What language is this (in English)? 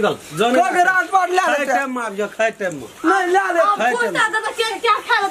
Maithili